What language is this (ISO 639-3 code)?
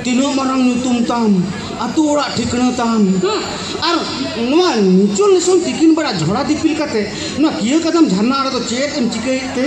sat